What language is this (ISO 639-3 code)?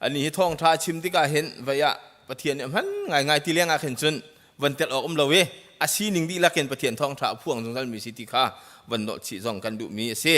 cnh